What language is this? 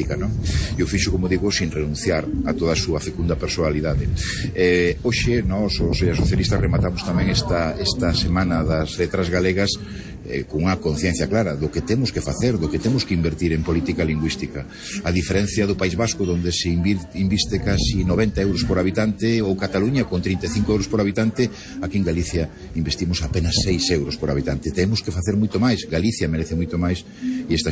Galician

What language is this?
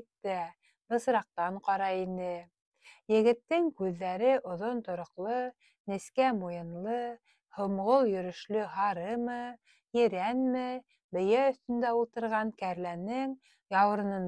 Bashkir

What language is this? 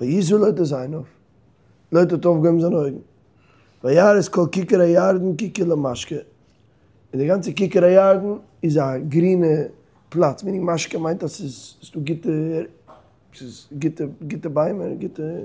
Yiddish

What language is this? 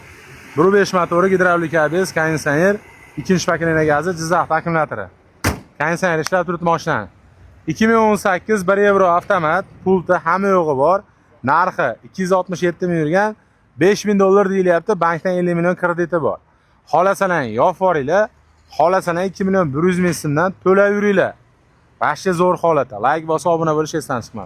Uzbek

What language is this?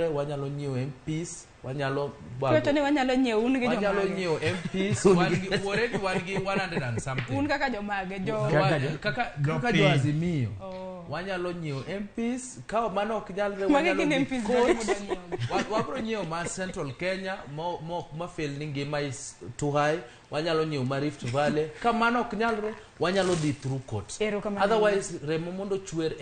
Luo (Kenya and Tanzania)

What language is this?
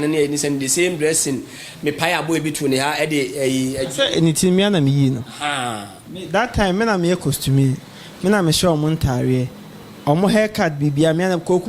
Akan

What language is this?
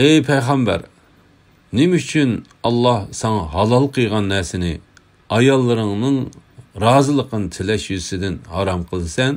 Uyghur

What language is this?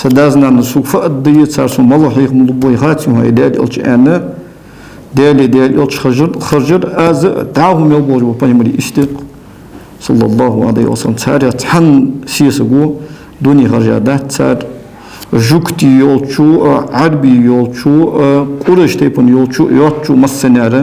Ingush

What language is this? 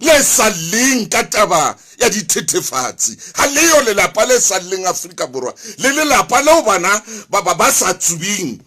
Southern Sotho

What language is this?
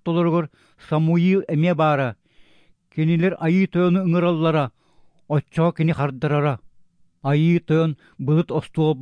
Yakut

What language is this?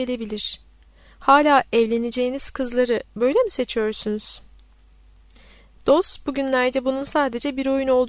Turkish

